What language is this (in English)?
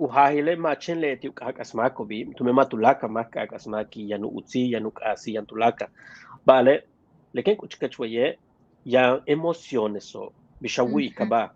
Yucateco